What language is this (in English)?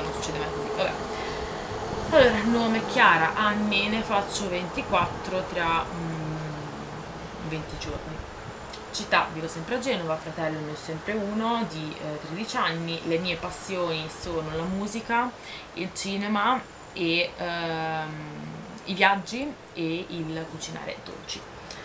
Italian